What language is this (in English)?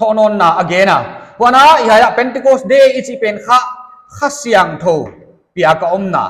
Paite Chin